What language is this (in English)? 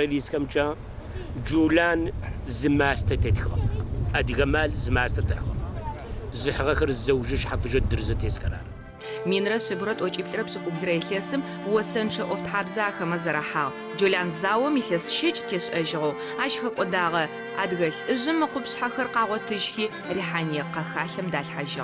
Adyghe